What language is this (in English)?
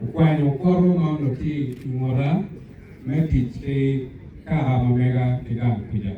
Acoli